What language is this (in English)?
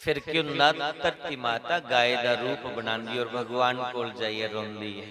Dogri